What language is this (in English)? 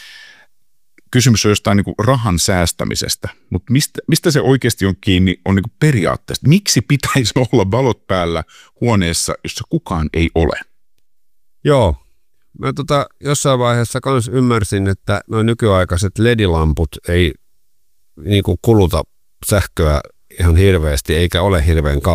Finnish